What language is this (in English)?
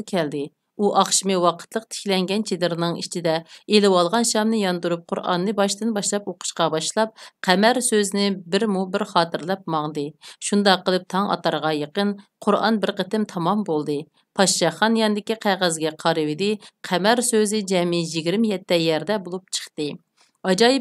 Uyghur